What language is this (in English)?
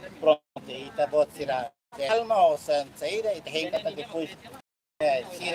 Tetum